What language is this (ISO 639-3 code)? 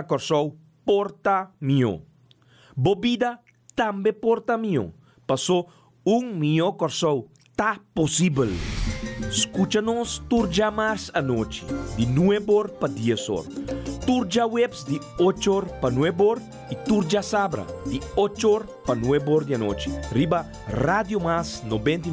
pap